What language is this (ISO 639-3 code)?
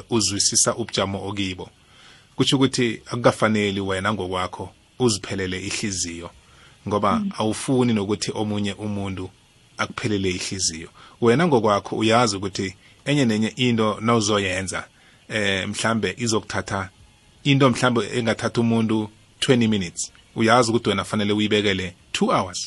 nbl